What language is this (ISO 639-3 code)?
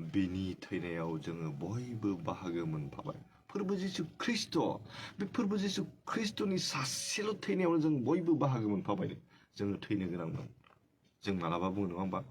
brx